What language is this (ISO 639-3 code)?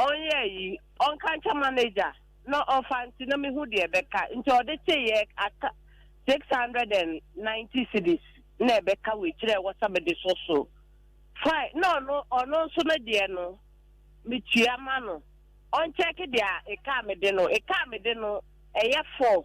aka